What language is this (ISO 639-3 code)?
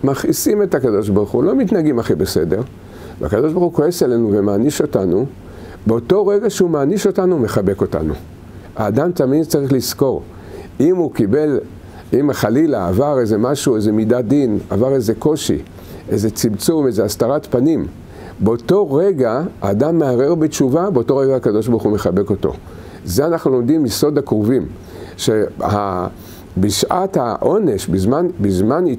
heb